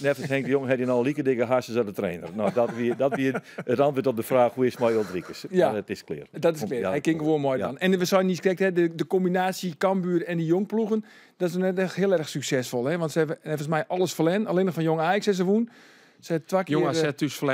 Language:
Western Frisian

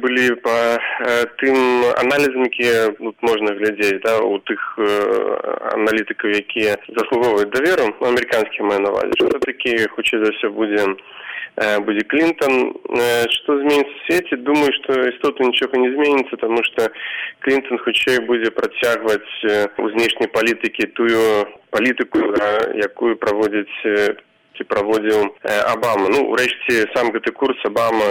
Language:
Belarusian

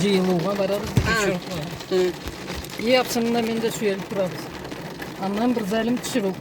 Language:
Karachay-Balkar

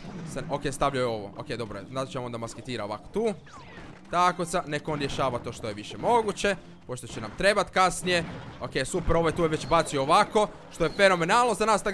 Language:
Croatian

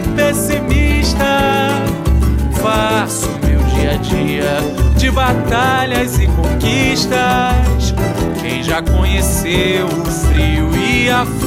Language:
Portuguese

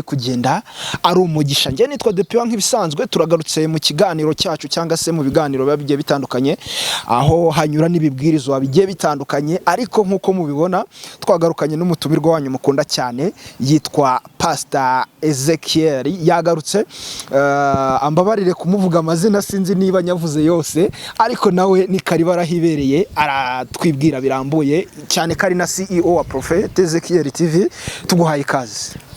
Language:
Kinyarwanda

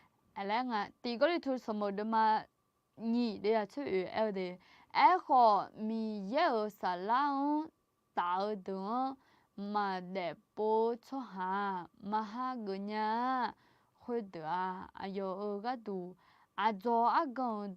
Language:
Akha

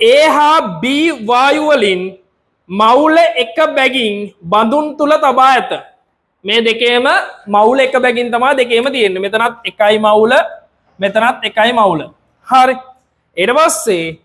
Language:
Sinhala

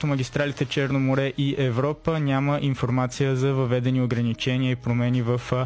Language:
Bulgarian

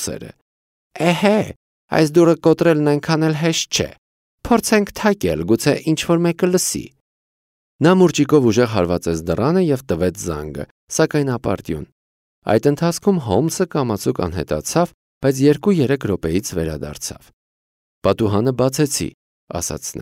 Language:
Armenian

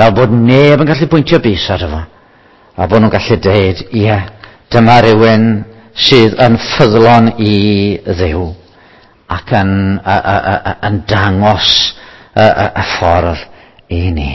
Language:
Welsh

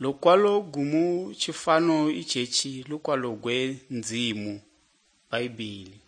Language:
Malagasy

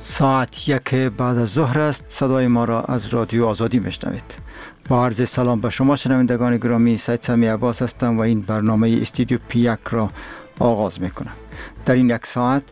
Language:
Persian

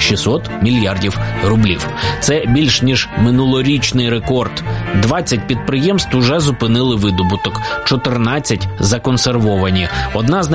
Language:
Ukrainian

